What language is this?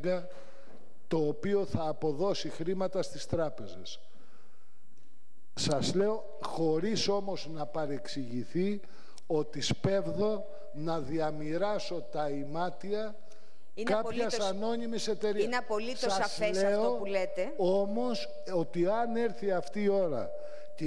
Greek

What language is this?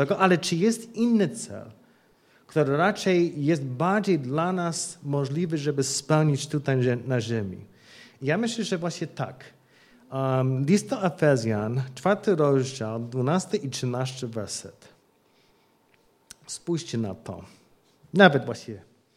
Polish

